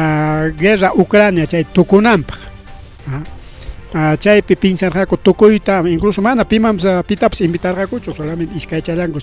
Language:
Ayacucho Quechua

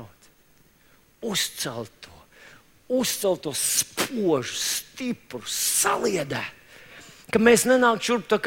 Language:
Latvian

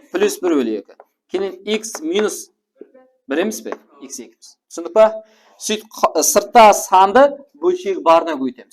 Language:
Kara-Kalpak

